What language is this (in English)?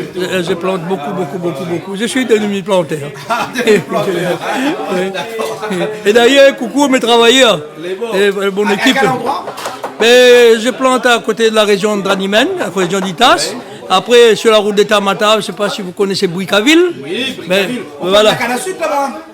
Réunion Creole French